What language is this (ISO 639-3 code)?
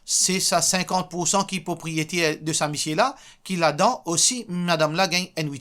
mfe